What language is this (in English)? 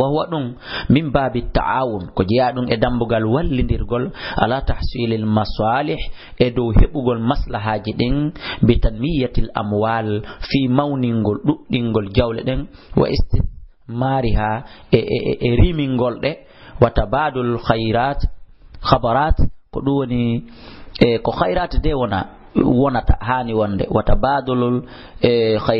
Fula